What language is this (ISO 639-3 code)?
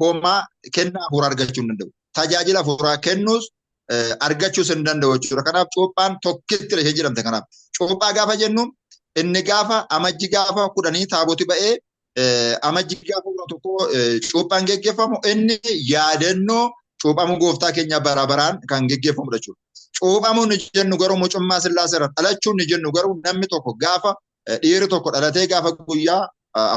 orm